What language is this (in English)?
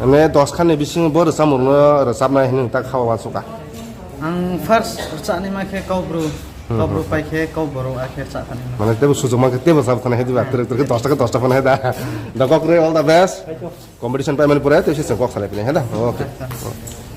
Kok Borok